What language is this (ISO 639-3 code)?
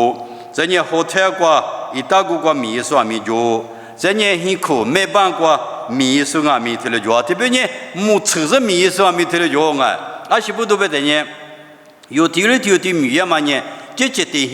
lis